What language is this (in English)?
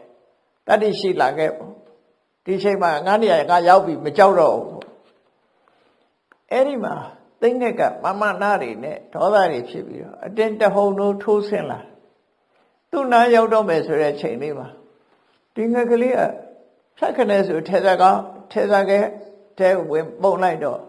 Burmese